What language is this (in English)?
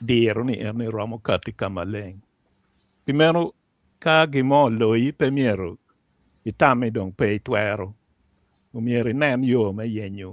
Acoli